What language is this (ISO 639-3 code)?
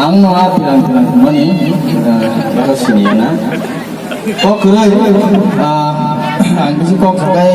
trp